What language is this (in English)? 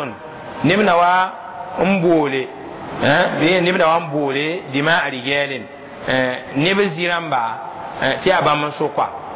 Mossi